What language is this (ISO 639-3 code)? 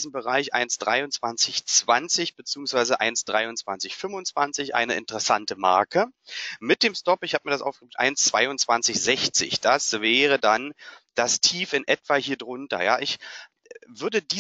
deu